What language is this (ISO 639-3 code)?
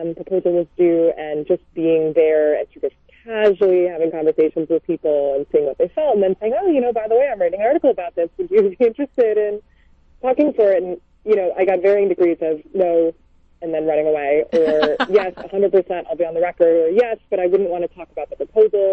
eng